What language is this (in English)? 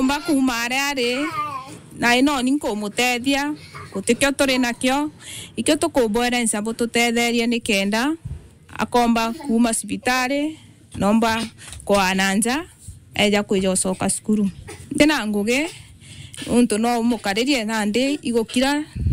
Meru